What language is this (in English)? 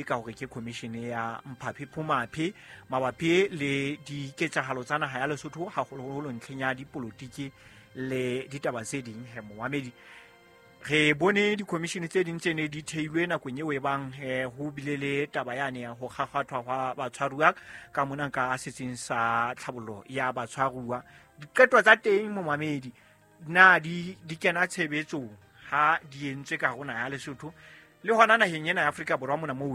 Southern Sotho